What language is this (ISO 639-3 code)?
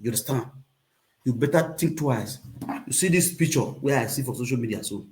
pcm